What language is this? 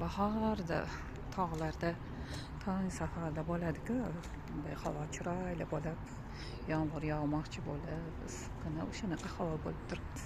Uzbek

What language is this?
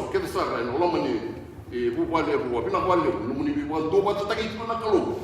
Fijian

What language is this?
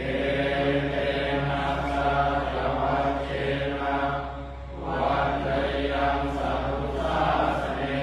Pali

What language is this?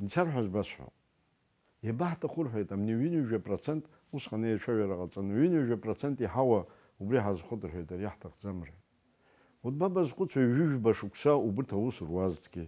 Abkhazian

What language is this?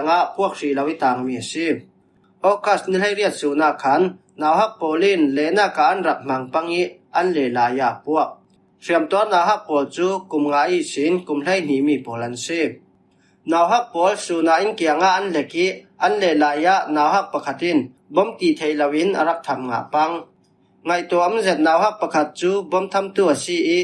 Falam Chin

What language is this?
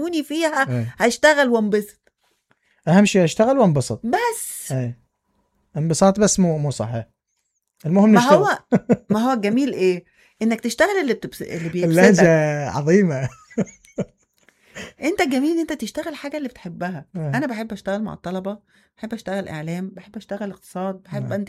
Mesopotamian Arabic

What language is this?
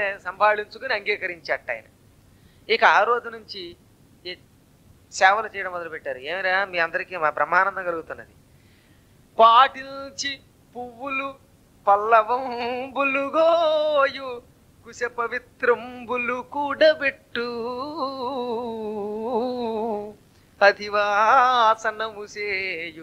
Telugu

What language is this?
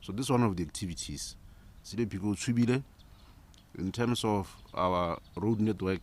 Tswana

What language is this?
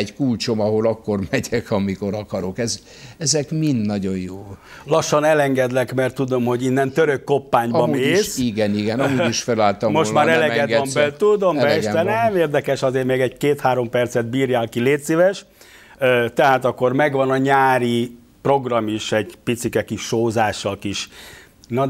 Hungarian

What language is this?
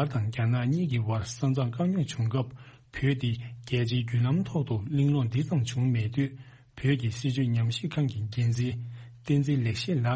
Tibetan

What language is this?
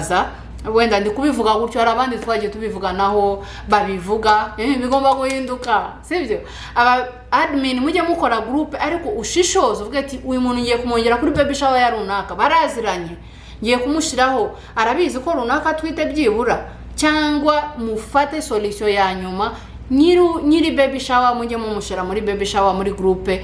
Kinyarwanda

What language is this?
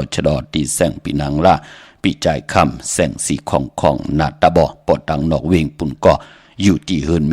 Shan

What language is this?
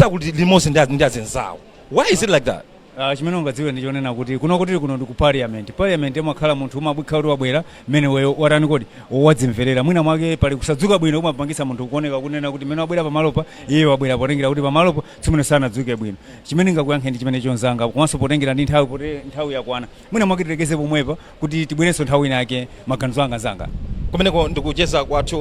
Nyanja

